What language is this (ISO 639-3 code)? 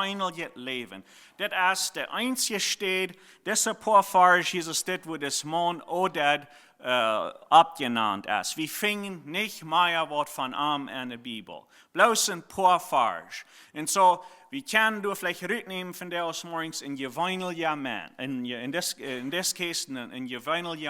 pdt